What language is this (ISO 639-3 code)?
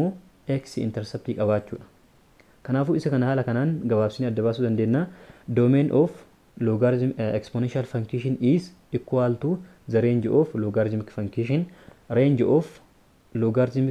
orm